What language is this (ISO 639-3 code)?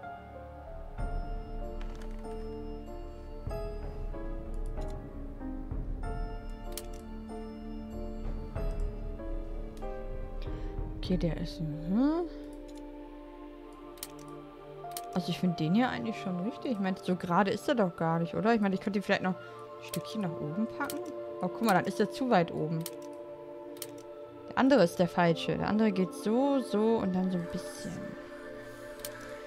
deu